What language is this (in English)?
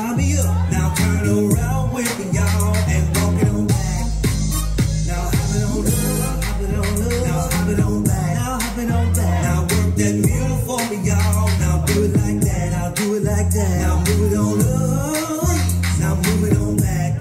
English